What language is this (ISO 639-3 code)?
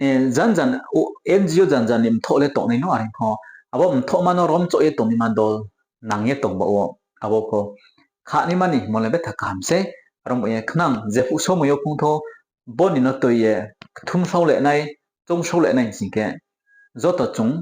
ria